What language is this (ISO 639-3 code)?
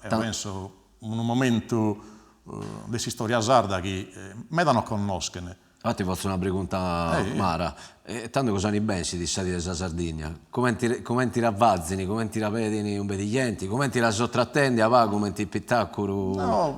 srd